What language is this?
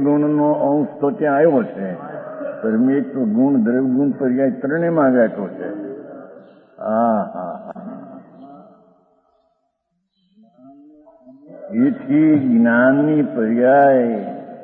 Gujarati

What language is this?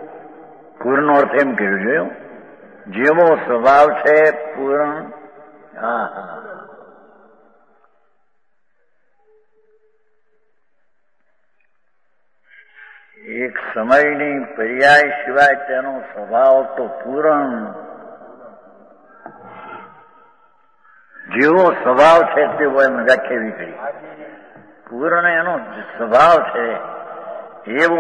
Gujarati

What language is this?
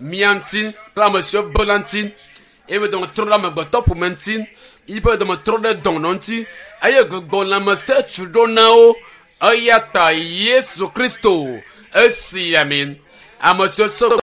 Ewe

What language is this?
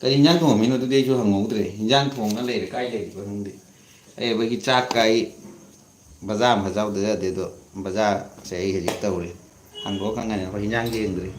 Manipuri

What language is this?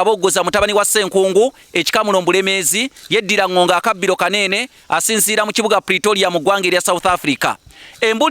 Ganda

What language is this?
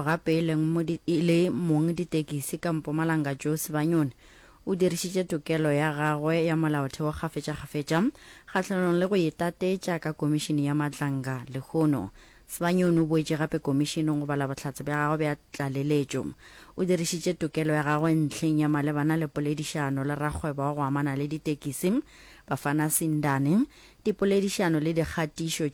Northern Sotho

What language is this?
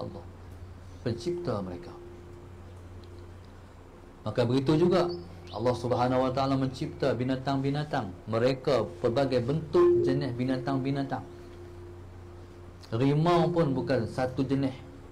Malay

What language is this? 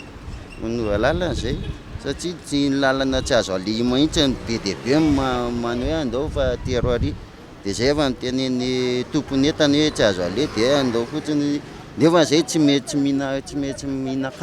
Malagasy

